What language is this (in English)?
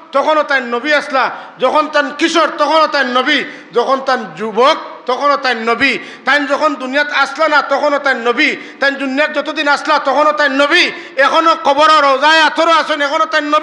Sylheti